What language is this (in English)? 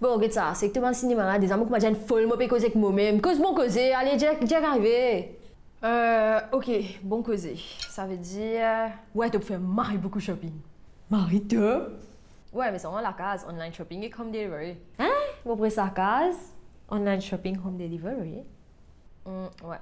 Morisyen